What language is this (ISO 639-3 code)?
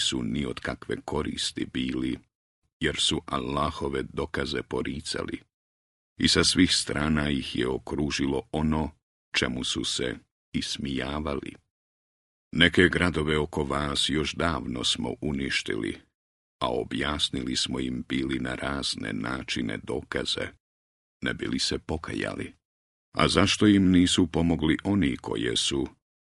bos